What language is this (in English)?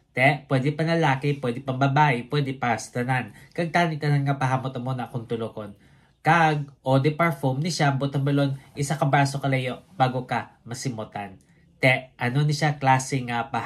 Hiligaynon